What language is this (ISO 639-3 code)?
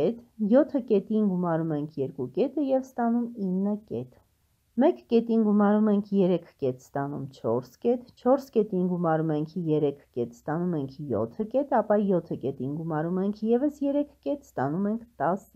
hye